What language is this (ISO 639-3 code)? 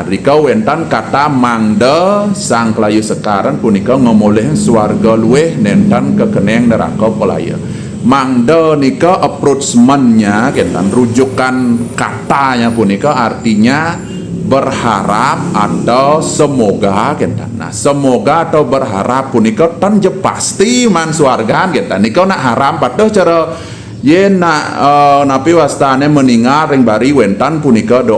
ban